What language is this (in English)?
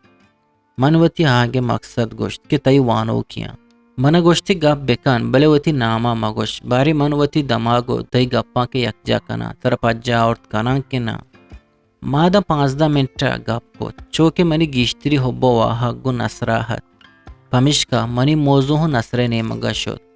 Eastern Balochi